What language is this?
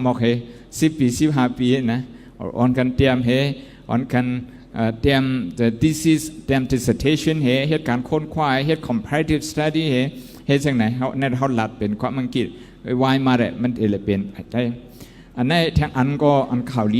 Shan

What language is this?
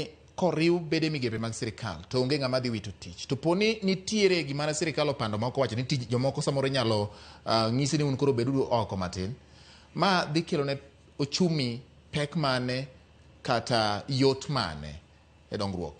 Luo (Kenya and Tanzania)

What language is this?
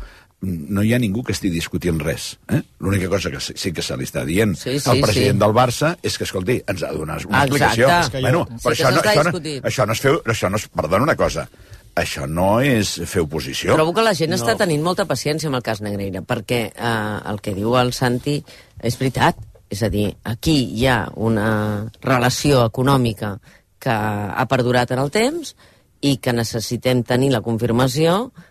Catalan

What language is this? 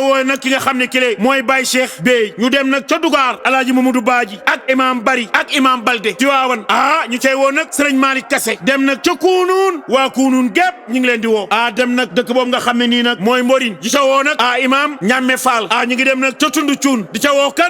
Wolof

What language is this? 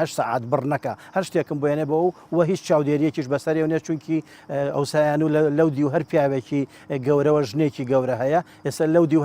Central Kurdish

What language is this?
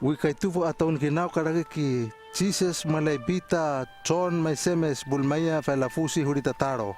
Hano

